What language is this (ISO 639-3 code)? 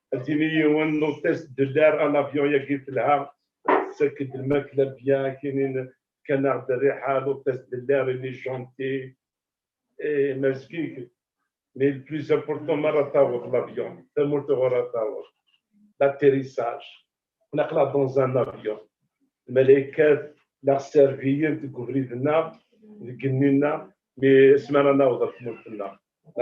kab